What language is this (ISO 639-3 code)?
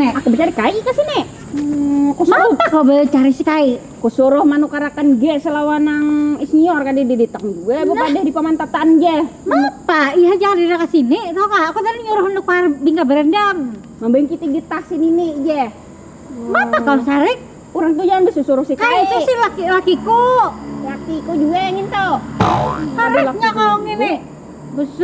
bjn